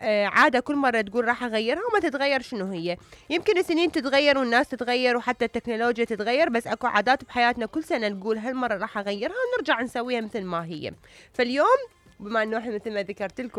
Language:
Mesopotamian Arabic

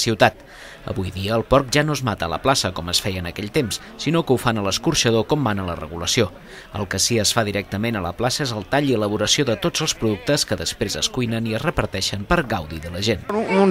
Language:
Catalan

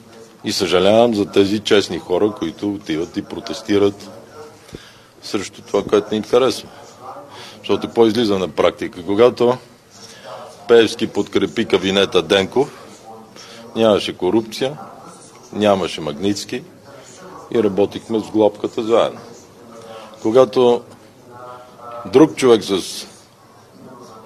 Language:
Bulgarian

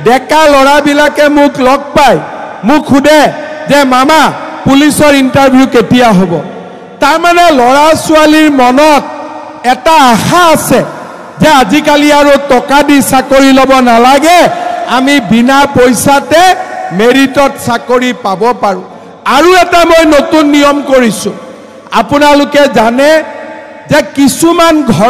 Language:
Assamese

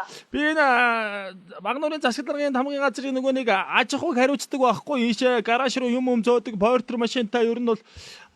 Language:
Mongolian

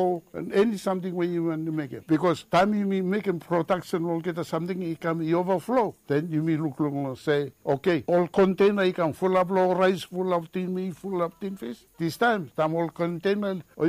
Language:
Bislama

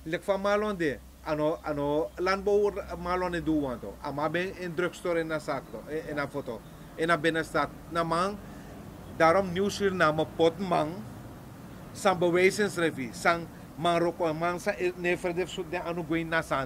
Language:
Sranan Tongo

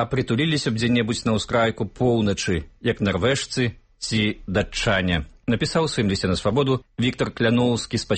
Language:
Belarusian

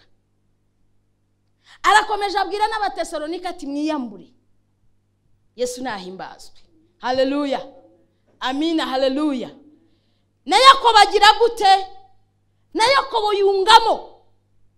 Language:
Kinyarwanda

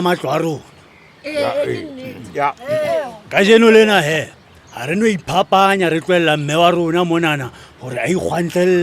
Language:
Southern Sotho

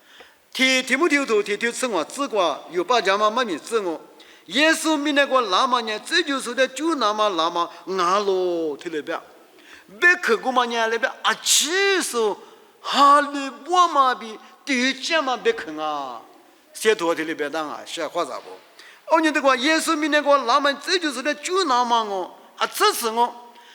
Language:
Lisu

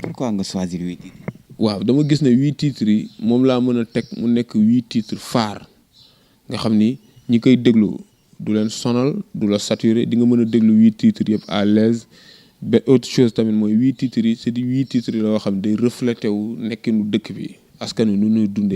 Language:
Wolof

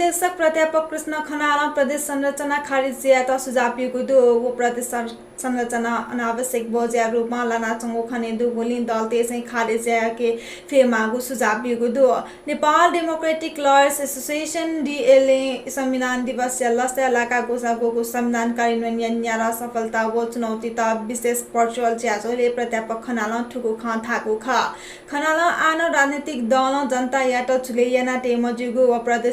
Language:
Newari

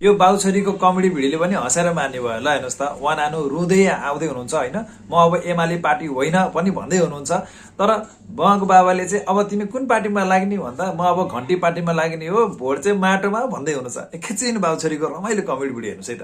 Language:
Nepali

